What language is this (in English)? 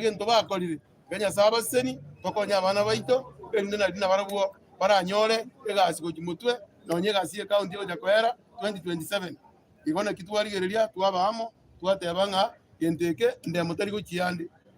Gusii